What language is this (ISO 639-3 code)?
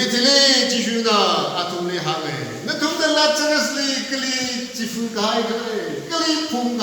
nmf